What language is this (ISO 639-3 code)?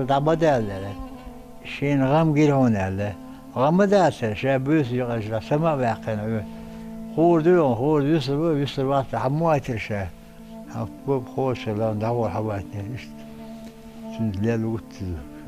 che